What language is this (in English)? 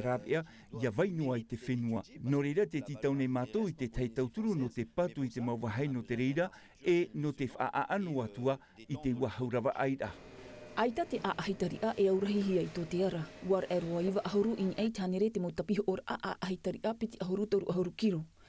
Tahitian